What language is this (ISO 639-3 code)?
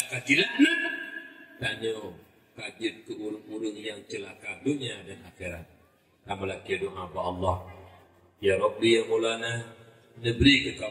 ace